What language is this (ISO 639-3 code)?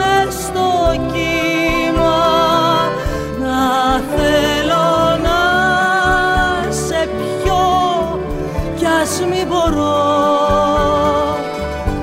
ell